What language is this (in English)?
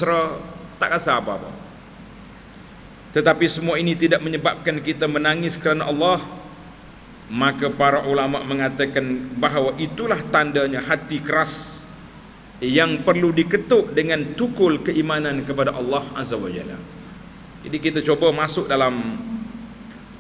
Malay